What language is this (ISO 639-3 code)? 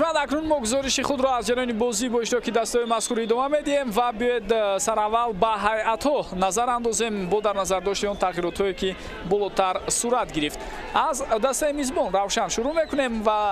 tgk